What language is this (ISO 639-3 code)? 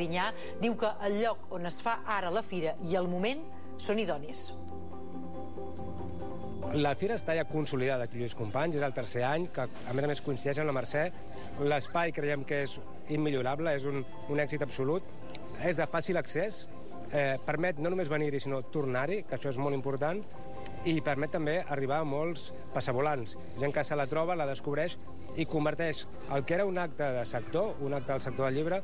cat